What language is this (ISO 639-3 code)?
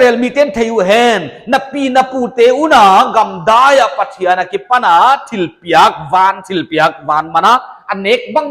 pck